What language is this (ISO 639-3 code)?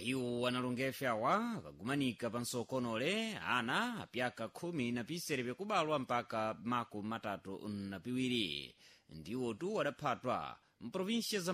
seh